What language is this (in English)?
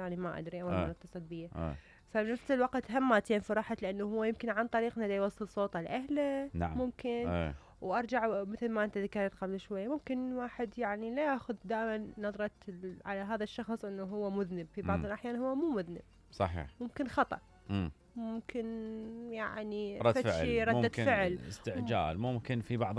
Mesopotamian Arabic